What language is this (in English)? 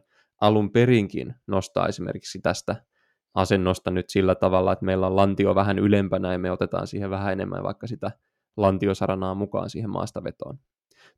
Finnish